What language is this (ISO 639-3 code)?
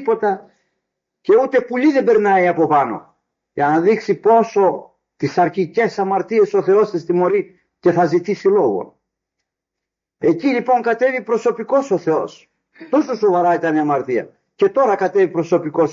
ell